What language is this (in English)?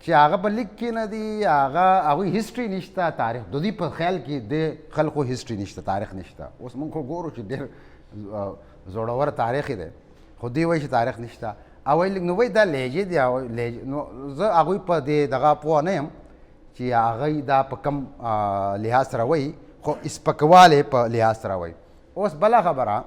Pashto